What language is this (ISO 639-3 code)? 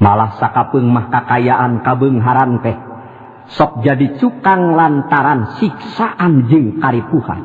sun